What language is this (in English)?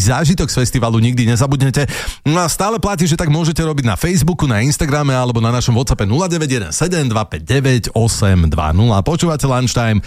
Slovak